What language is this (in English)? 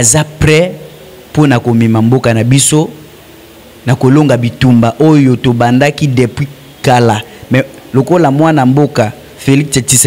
Lingala